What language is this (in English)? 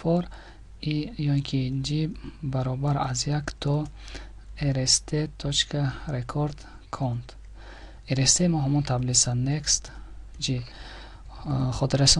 Tajik